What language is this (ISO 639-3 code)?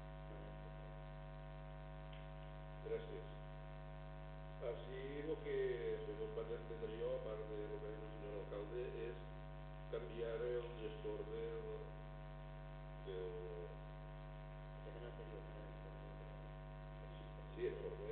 cat